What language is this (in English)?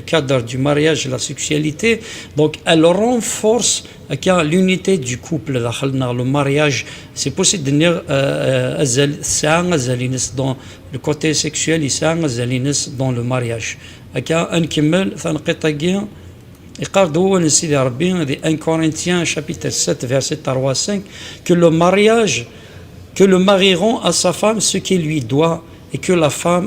Kabyle